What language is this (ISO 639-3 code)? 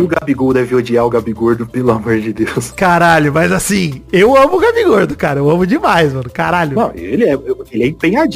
por